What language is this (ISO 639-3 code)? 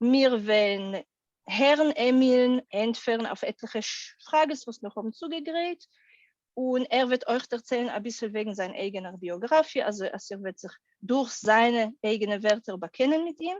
yid